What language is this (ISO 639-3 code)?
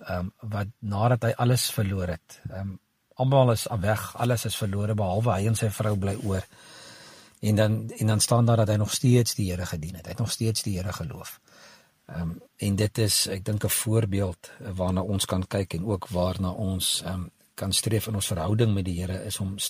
afr